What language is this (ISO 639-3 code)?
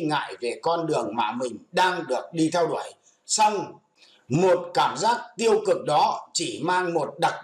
vie